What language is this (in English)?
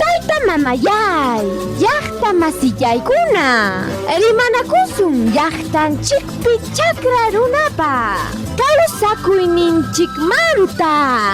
Ayacucho Quechua